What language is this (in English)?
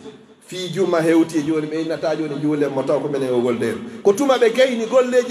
Pular